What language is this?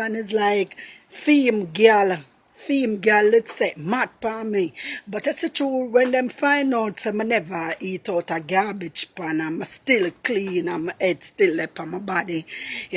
Jamaican Creole English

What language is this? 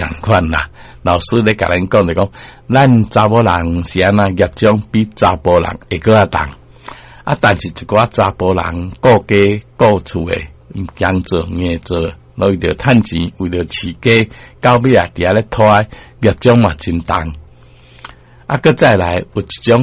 Min Nan Chinese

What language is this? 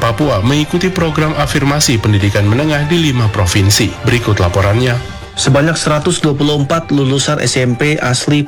Indonesian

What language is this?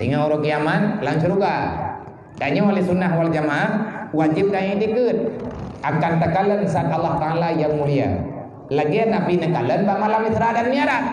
Achinese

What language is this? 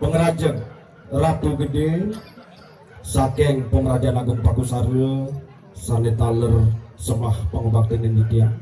Balinese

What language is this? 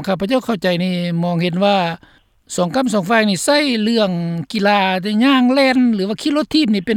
Lao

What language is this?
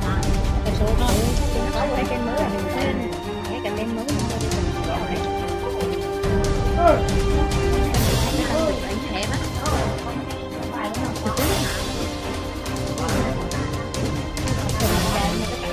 Vietnamese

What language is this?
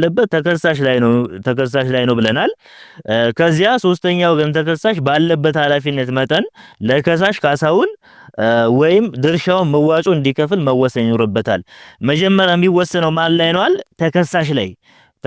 Amharic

